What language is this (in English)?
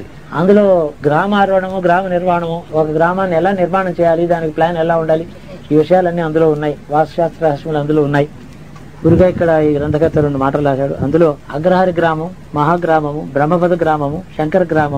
Telugu